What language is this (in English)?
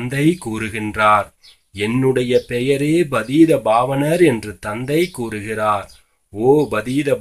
Tamil